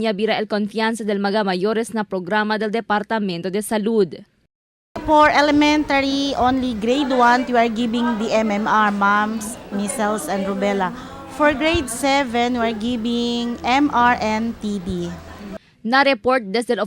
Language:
Chavacano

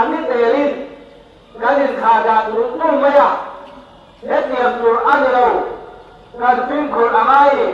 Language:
Mizo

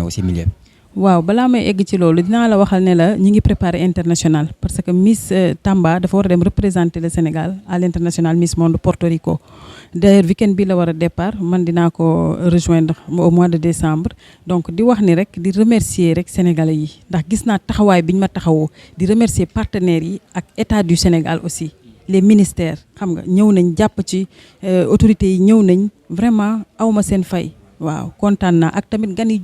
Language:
Wolof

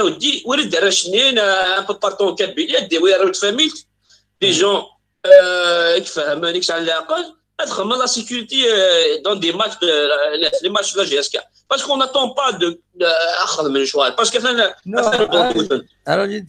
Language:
Kabyle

